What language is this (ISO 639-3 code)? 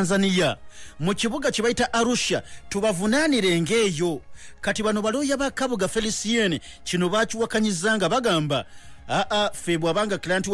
lug